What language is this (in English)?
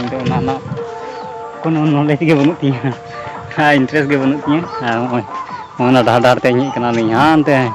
Santali